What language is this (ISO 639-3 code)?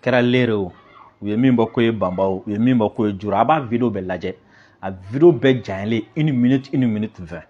bam